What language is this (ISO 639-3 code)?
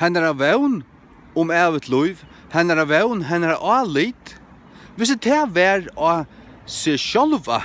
fao